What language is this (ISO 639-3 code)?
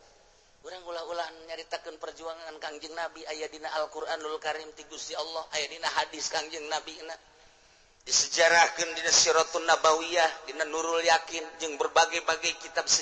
sun